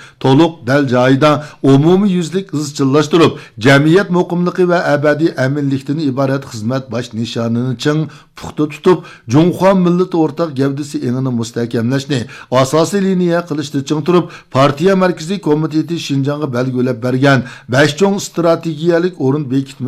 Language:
Uyghur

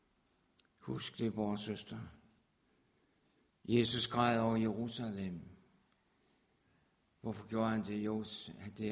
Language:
Danish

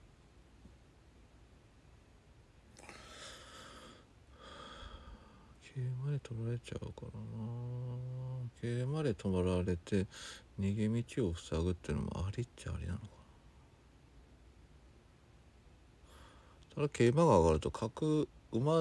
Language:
Japanese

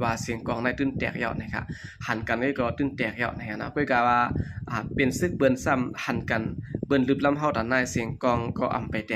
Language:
Shan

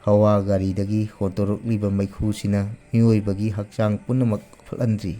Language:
Manipuri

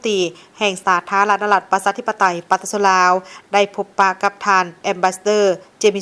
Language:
Lao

